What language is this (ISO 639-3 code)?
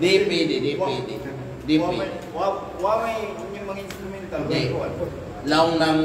kqe